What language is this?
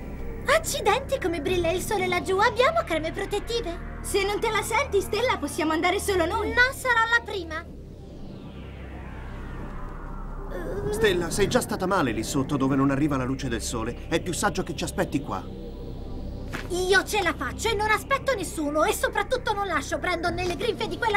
Italian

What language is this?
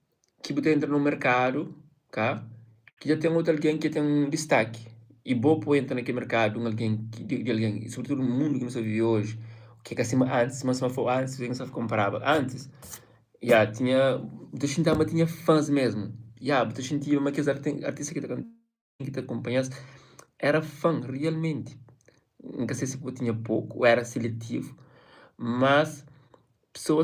Kabuverdianu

